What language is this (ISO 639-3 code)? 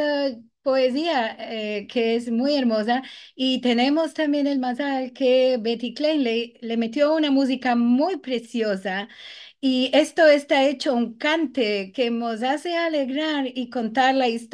lad